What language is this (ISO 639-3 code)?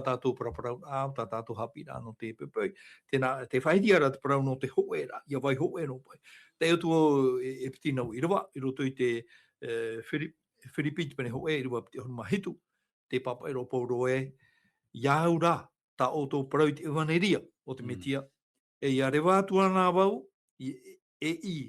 tah